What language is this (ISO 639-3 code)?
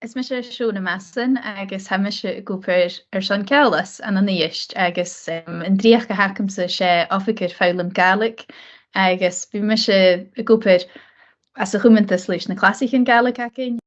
gla